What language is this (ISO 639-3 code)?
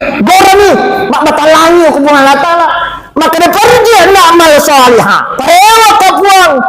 bug